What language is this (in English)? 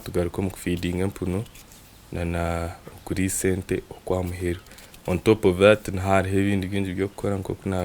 Nyankole